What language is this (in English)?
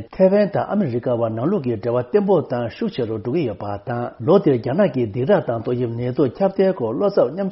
Tibetan